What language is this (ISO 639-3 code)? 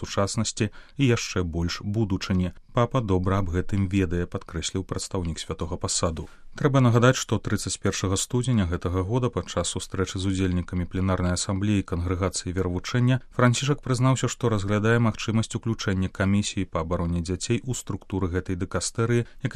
bel